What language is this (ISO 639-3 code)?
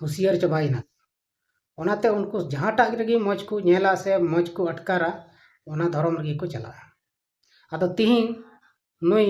sat